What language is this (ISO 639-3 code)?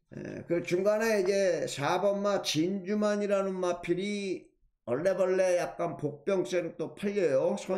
kor